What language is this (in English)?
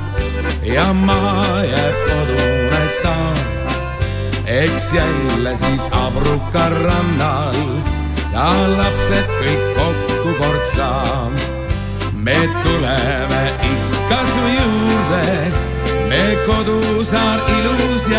Estonian